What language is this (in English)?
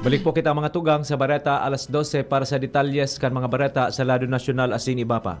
Bikol